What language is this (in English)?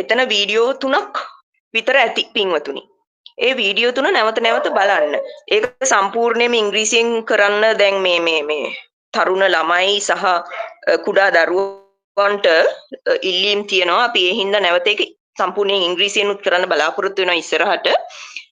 Sinhala